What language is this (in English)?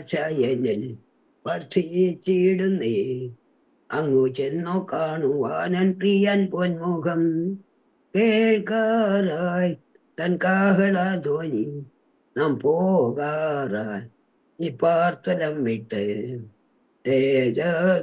Malayalam